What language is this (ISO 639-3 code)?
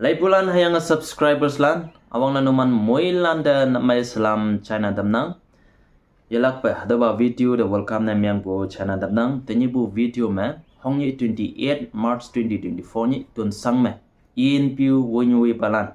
nbe